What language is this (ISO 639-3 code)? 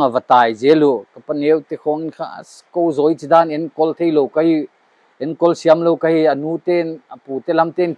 pck